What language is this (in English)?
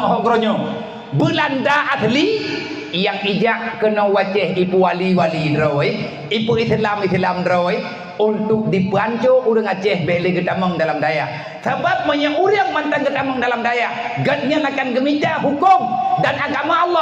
Achinese